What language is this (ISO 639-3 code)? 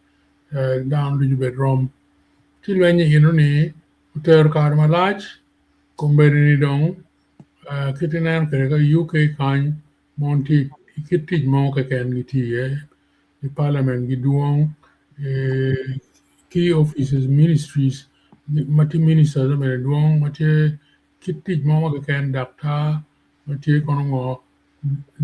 ach